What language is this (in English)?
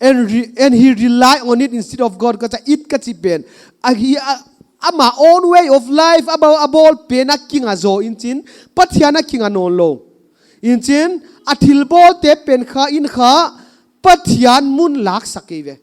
Paite Chin